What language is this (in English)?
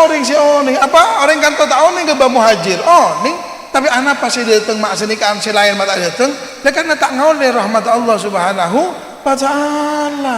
Madurese